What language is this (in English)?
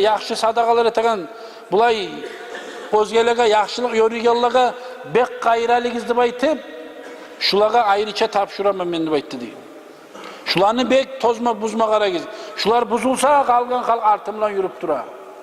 Kumyk